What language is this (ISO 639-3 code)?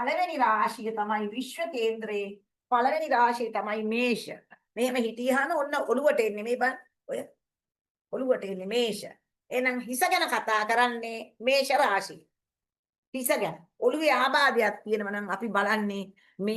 sin